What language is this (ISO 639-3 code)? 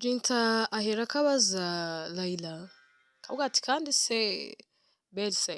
kin